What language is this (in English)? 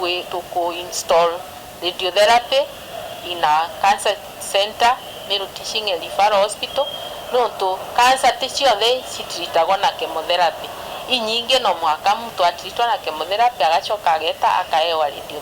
Meru